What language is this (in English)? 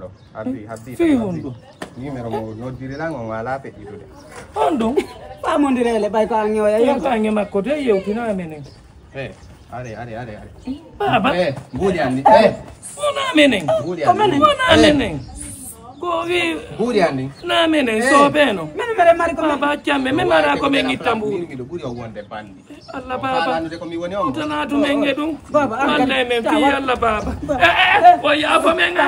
Fula